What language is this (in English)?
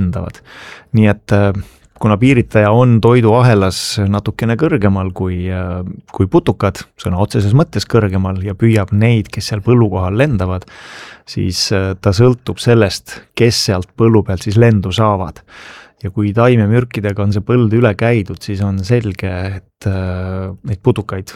Estonian